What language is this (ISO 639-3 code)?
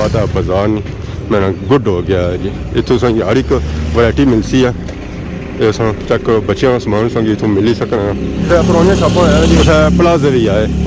phr